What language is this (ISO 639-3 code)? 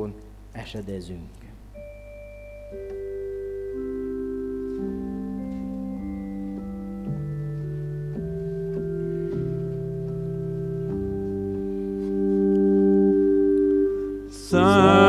hun